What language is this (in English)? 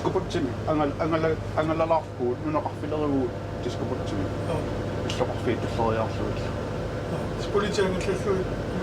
Kalaallisut